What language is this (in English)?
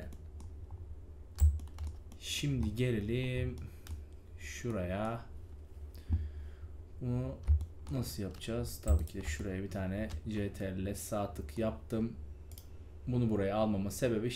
Turkish